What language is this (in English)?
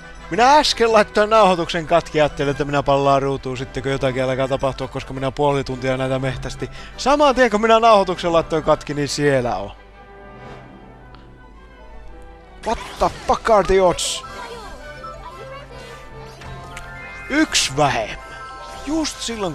Finnish